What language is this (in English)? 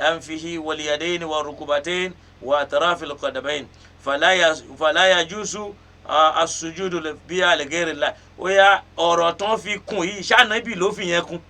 Yoruba